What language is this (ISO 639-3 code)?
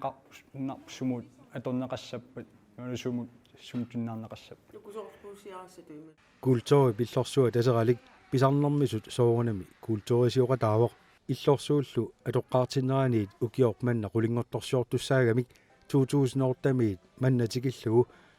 kal